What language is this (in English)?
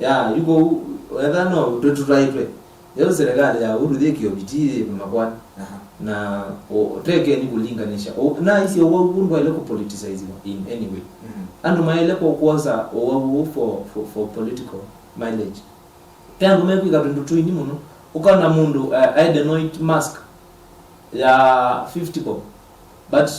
Kamba